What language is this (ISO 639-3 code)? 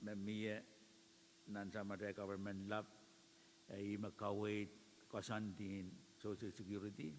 pon